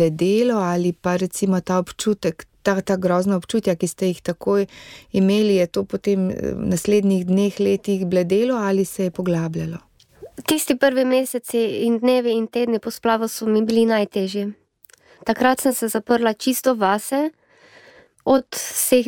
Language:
Slovenian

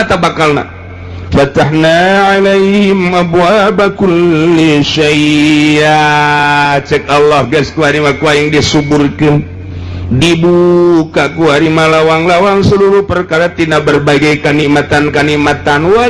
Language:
Sundanese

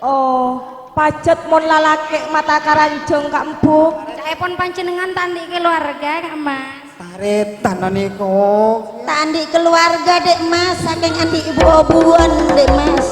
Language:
Madurese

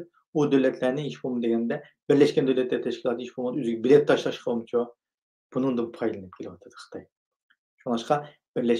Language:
Uyghur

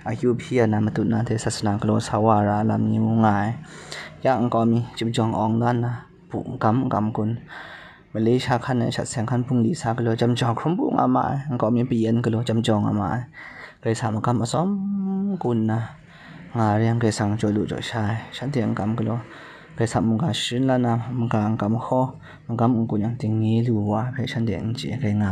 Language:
Kachin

